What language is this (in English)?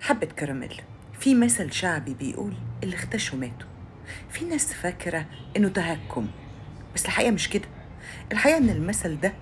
Egyptian Arabic